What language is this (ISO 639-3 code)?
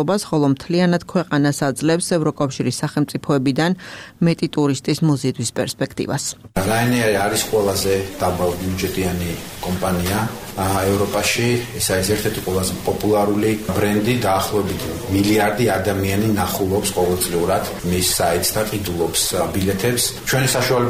kat